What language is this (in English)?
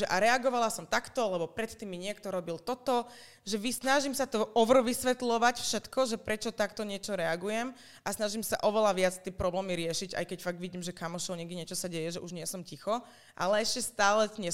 Slovak